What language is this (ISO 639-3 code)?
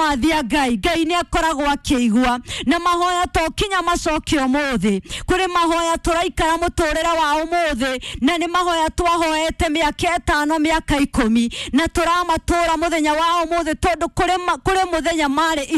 kik